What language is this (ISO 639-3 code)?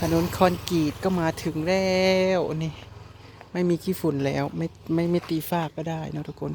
tts